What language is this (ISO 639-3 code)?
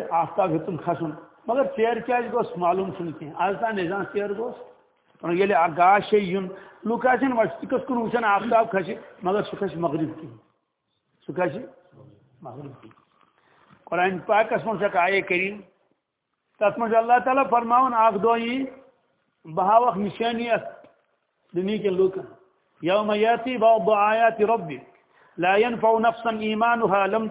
kas